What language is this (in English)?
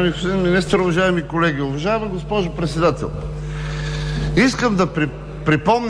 Bulgarian